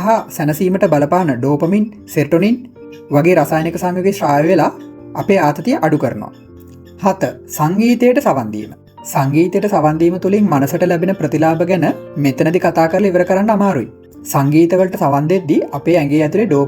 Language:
Sinhala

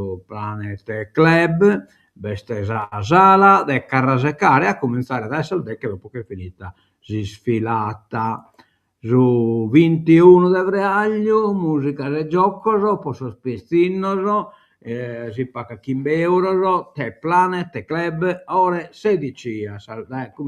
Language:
Sardinian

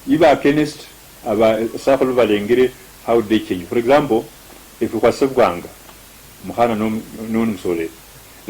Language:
Luyia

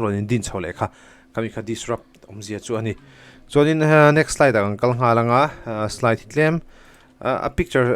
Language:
Mizo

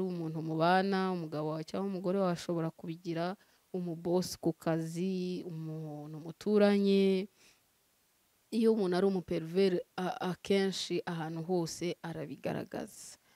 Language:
Kinyarwanda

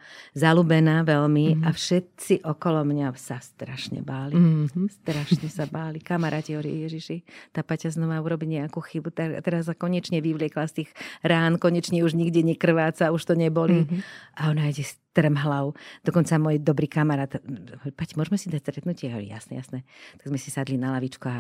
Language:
Slovak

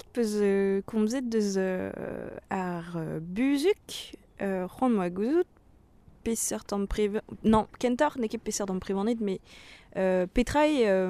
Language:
Breton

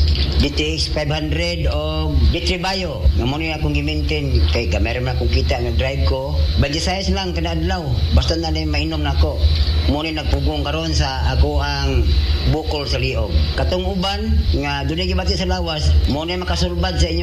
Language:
Cebuano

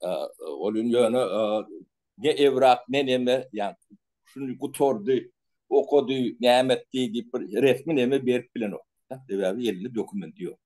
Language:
Turkmen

